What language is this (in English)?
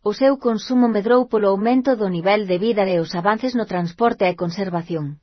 Galician